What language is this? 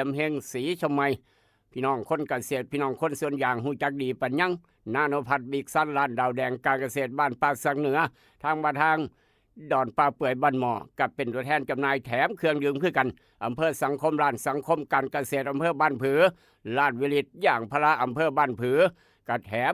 Northeastern Thai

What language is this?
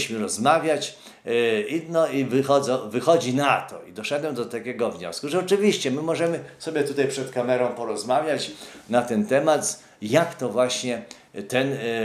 Polish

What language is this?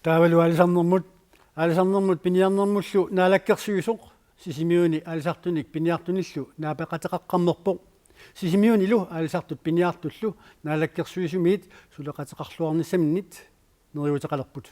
Kalaallisut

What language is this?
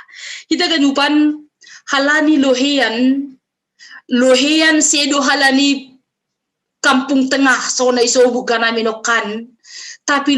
Batak Simalungun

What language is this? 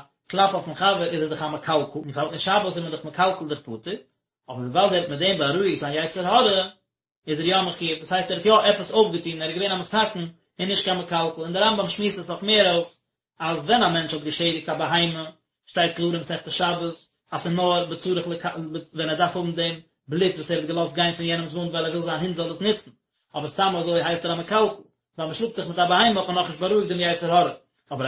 Yiddish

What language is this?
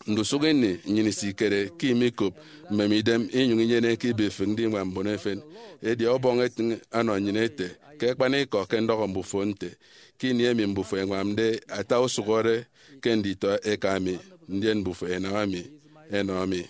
Efik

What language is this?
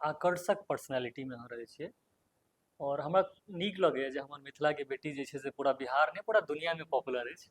Maithili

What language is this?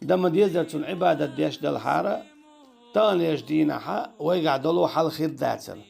Chechen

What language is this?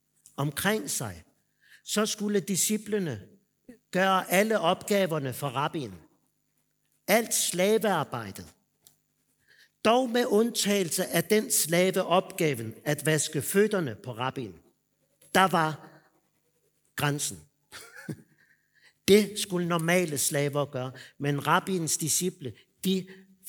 Danish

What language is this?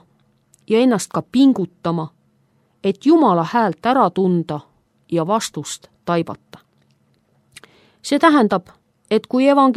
Estonian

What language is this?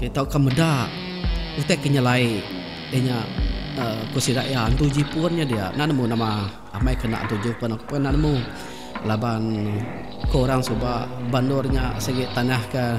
Iban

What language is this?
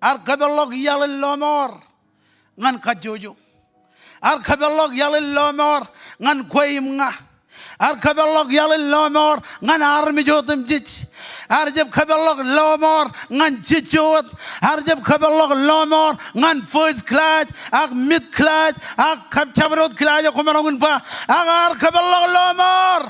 Marshallese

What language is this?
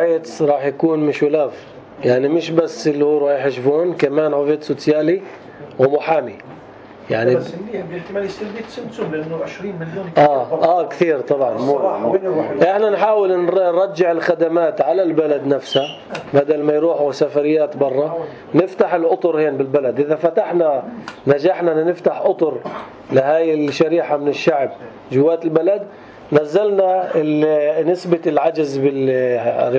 North Levantine Arabic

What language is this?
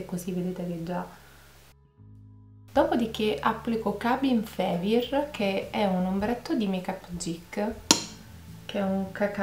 Italian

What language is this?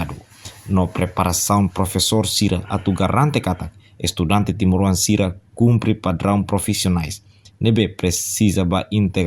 Tetum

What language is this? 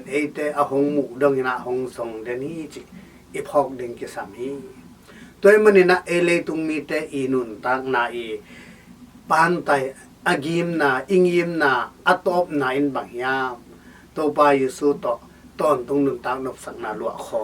Tedim Chin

